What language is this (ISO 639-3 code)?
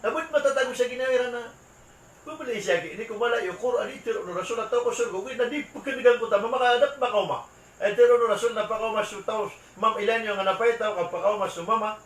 mrw